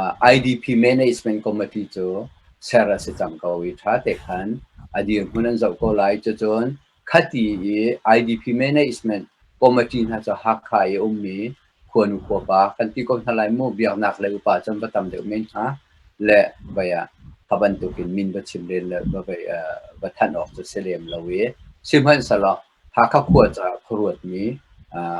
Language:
Hakha Chin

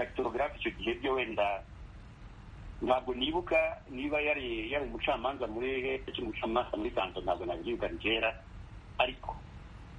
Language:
Kinyarwanda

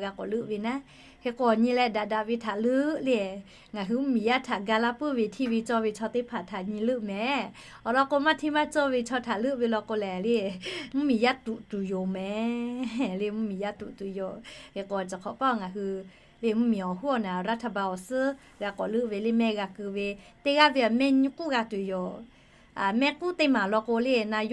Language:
Lahu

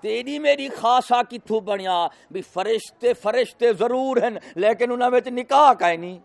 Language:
Saraiki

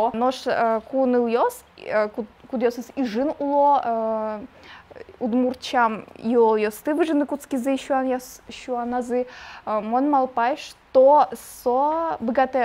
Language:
Udmurt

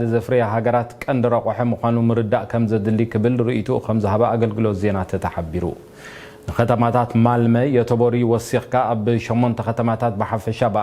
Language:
Tigrinya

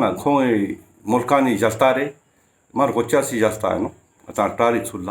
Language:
Ladakhi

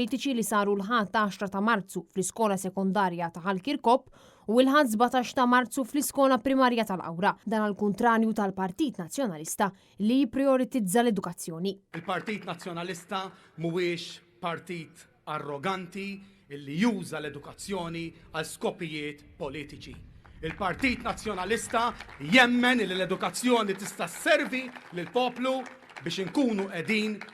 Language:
Maltese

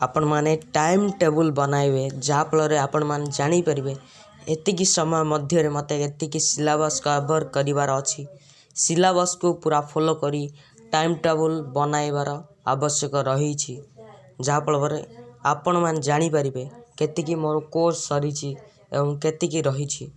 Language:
Odia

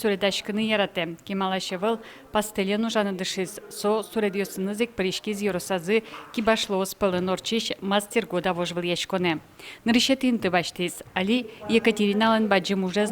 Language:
Udmurt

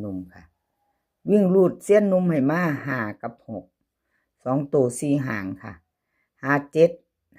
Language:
Lao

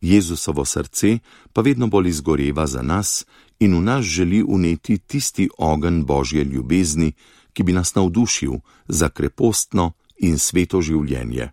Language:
Slovenian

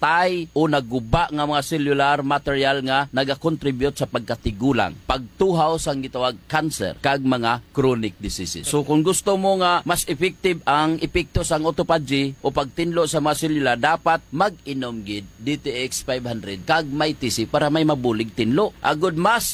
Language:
Hiligaynon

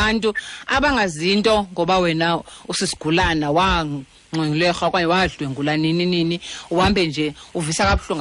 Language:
Xhosa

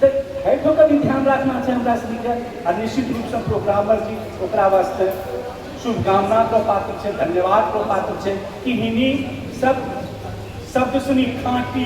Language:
Angika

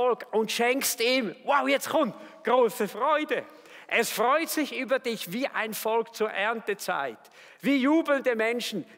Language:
Swiss German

